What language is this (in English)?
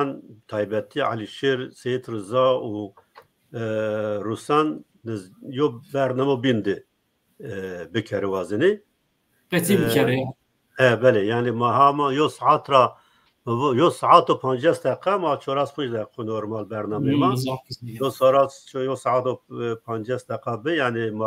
Zaza